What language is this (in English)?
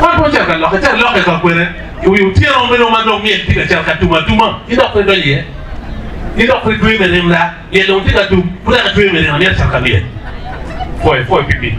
Acoli